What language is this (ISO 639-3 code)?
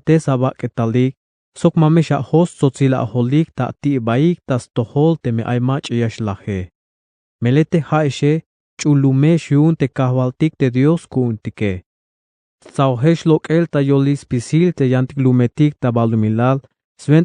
tzh